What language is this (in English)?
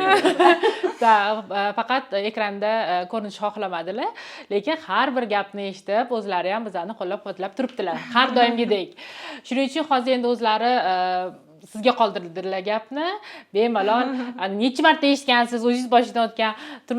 Uzbek